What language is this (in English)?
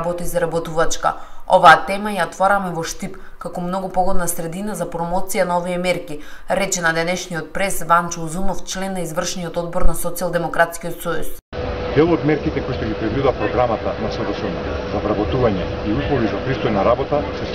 Macedonian